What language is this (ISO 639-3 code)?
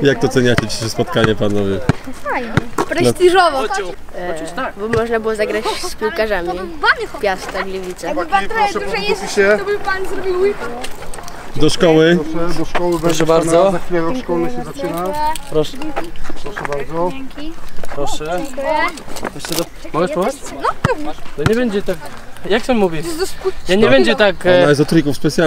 pol